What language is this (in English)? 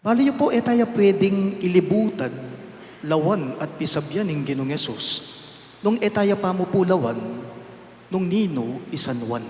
Pampanga